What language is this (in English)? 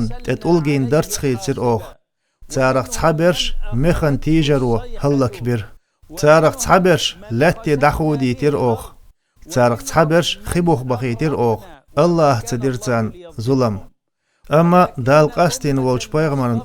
Chechen